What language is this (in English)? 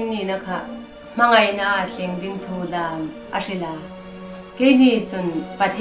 Hmar